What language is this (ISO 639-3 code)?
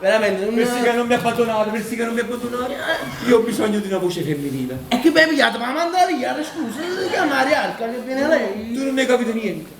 nap